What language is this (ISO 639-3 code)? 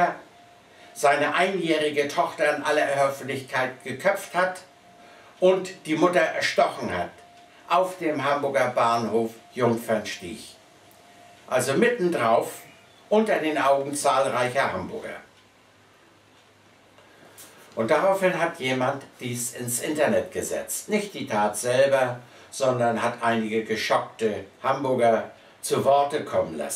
deu